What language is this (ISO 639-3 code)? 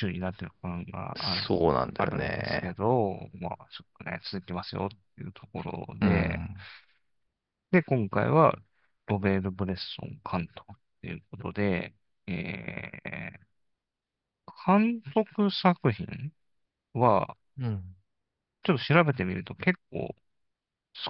jpn